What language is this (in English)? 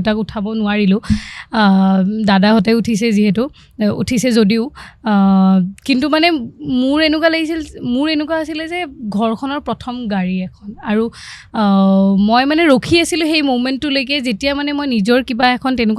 Assamese